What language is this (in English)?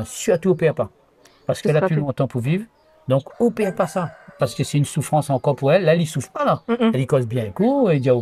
Réunion Creole French